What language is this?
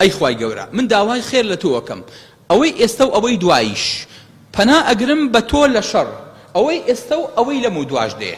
Central Kurdish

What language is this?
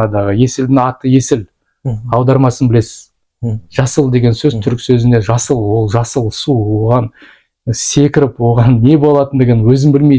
Kazakh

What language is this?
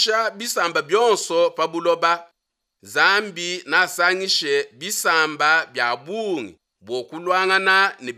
Luba-Lulua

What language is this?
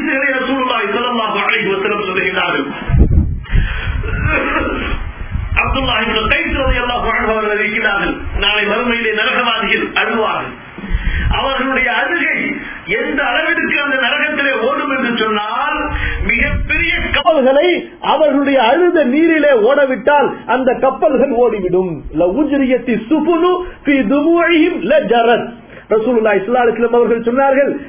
Tamil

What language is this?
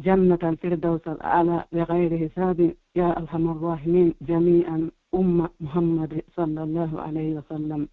Pular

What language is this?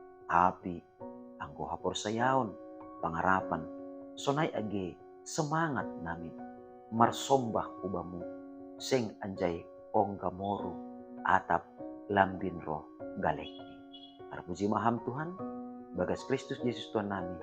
Batak Simalungun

